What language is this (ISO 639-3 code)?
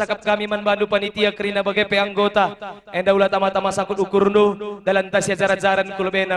btx